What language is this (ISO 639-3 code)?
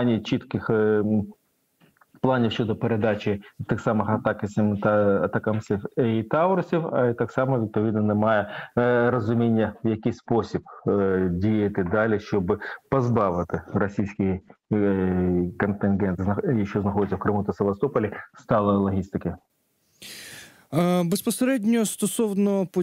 ukr